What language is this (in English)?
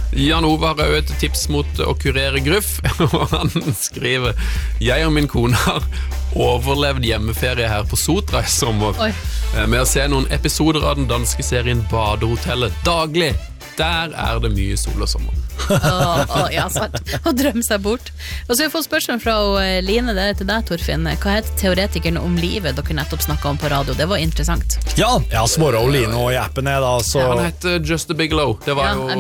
Norwegian